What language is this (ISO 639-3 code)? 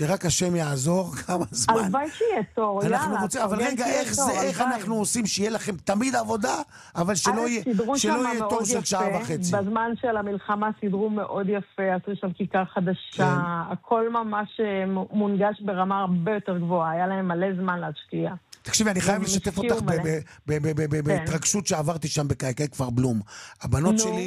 heb